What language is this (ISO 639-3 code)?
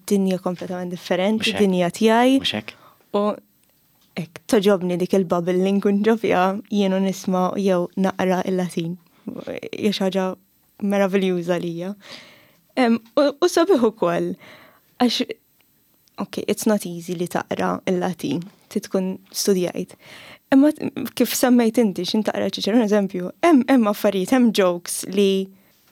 mlt